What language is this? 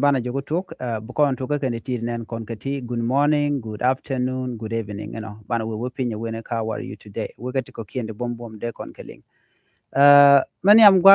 Nuer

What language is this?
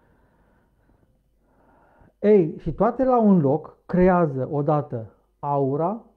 Romanian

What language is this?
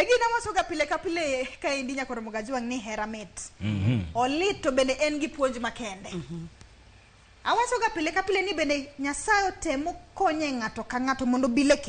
Luo (Kenya and Tanzania)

